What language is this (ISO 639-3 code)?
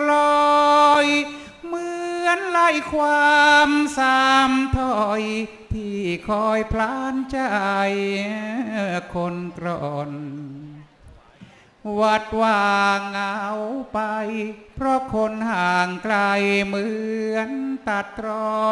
tha